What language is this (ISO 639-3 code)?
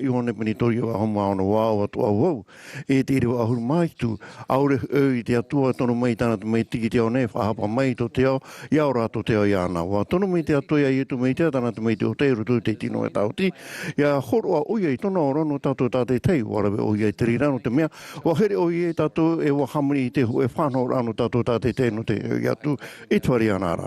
tah